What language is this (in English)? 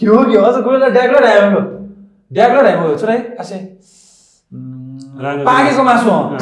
Newari